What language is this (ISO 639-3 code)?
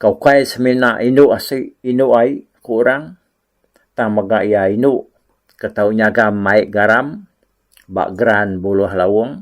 iba